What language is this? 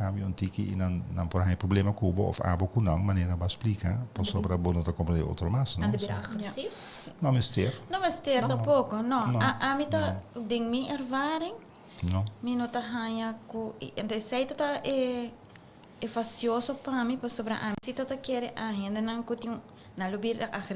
Papiamento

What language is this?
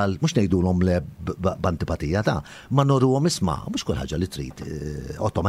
Maltese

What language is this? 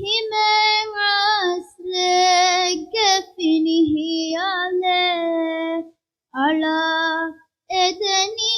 Divehi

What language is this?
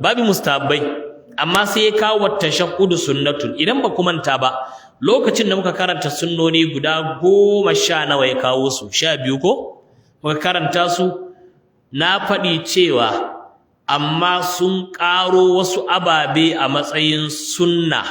Hausa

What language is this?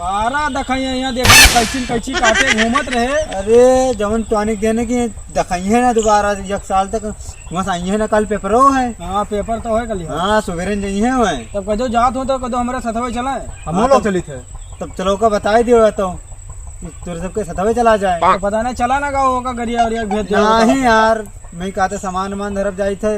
Awadhi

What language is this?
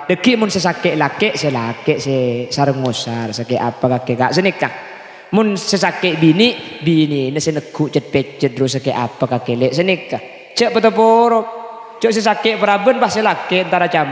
Madurese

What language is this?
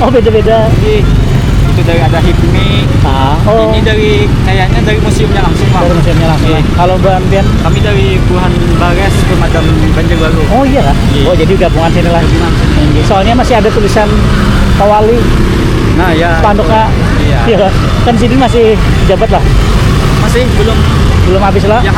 Banjar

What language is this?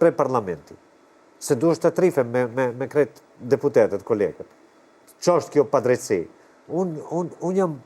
Albanian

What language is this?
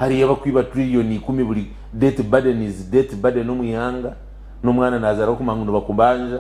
Nyankole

